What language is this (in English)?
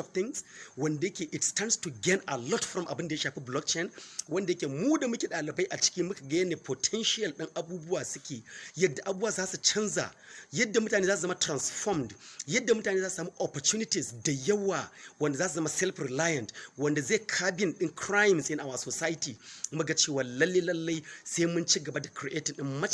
Hausa